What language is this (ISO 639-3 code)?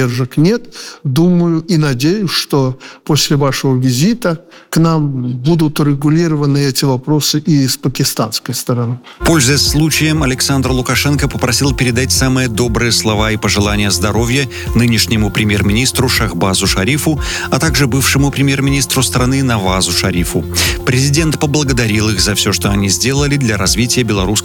rus